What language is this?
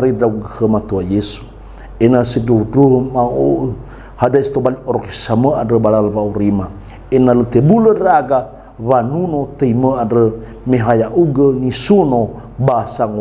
Nias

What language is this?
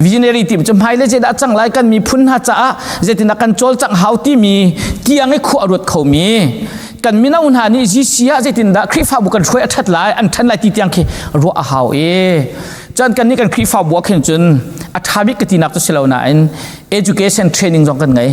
Hakha Chin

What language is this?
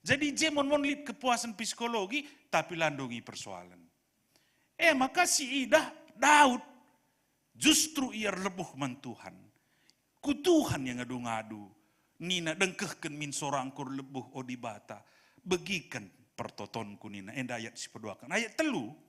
Batak Karo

